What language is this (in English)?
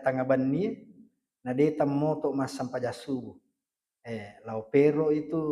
Buginese